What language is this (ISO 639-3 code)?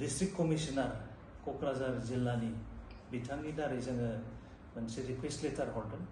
brx